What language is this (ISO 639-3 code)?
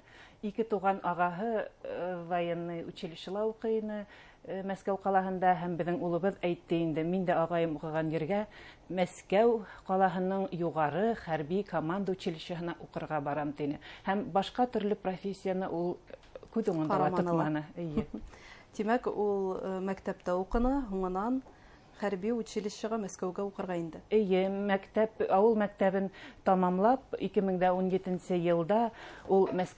bak